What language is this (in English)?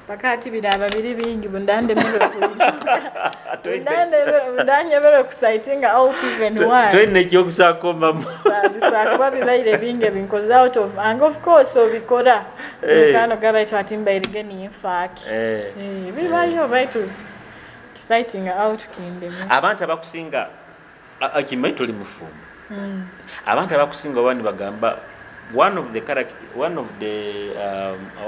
Nyoro